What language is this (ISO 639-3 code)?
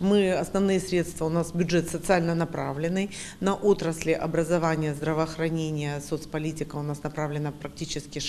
crh